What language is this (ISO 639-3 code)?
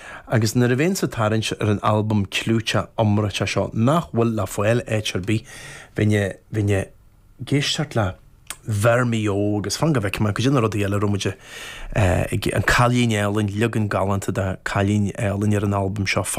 gle